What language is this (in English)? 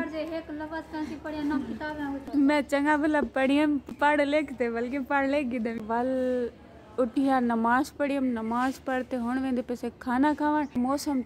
Saraiki